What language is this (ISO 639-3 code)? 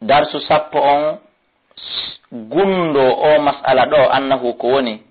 ful